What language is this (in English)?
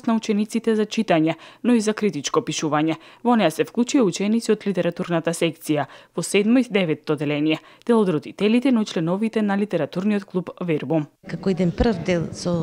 Macedonian